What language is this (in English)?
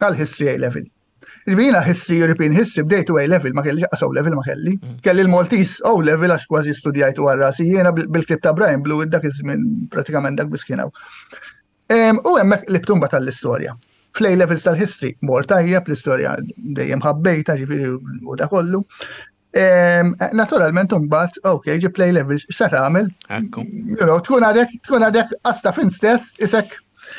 Maltese